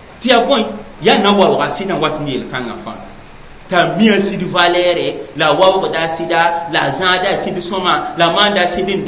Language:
Mossi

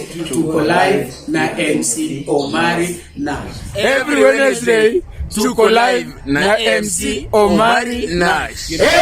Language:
Luo (Kenya and Tanzania)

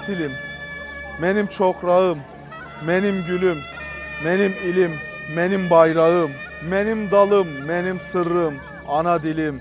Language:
Crimean Tatar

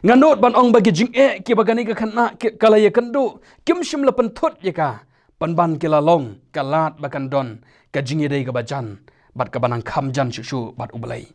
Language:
Khasi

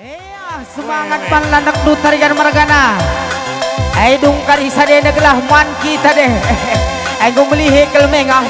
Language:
Batak Karo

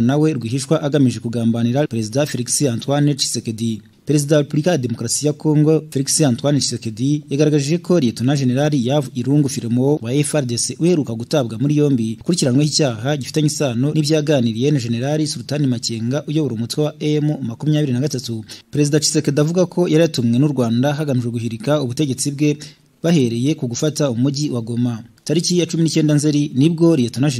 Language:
Kinyarwanda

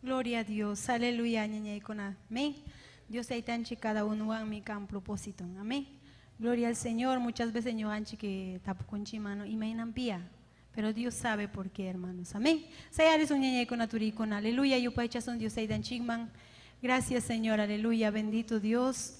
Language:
Ayacucho Quechua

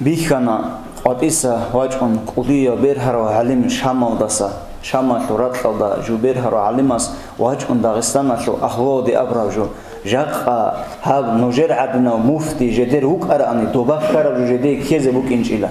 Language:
Avaric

